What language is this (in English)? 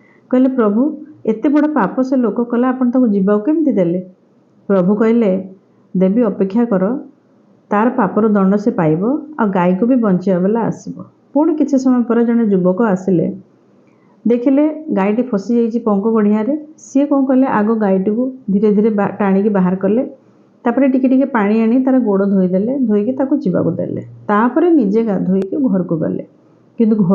Odia